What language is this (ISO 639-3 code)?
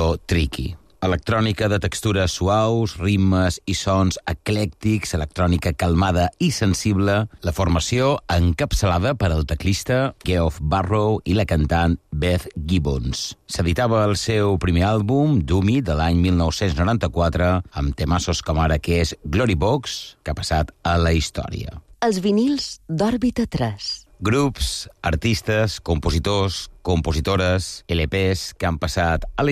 cat